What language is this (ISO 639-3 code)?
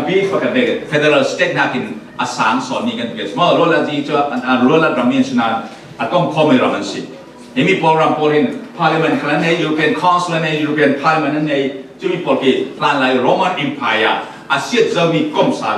cfm